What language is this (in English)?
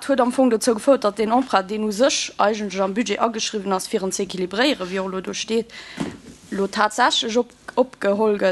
Luxembourgish